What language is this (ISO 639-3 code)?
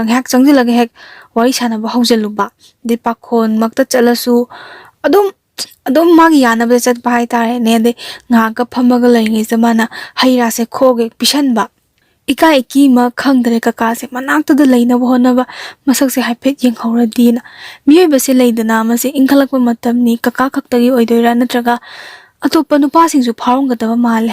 mni